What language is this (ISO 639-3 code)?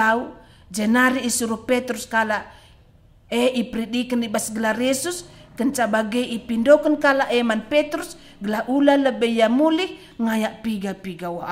btx